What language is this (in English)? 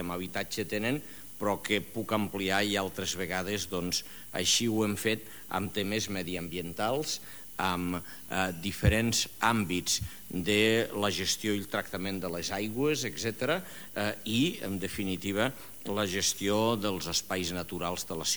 Catalan